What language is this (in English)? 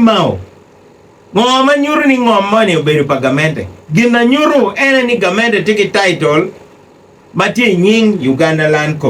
Acoli